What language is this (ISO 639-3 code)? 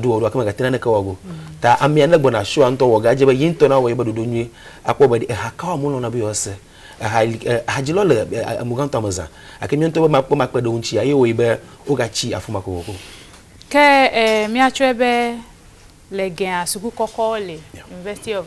ewe